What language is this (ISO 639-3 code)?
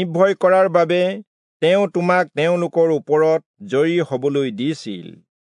asm